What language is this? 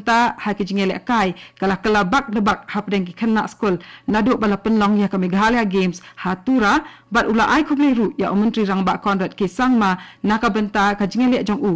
Khasi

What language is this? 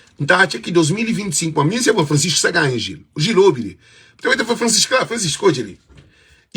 Kabuverdianu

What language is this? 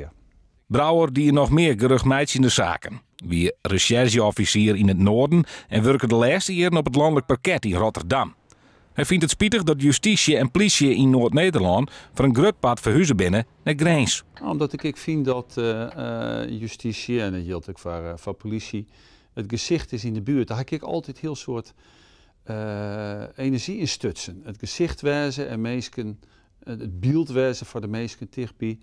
Western Frisian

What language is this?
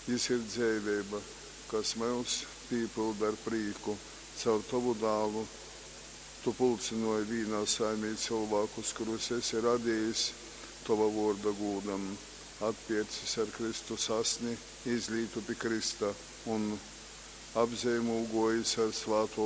Latgalian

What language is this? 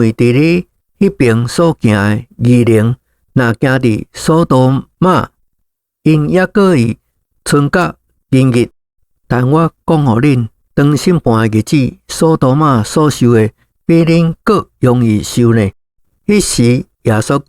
Min Nan Chinese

